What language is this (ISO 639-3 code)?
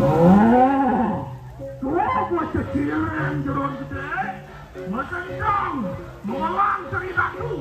ban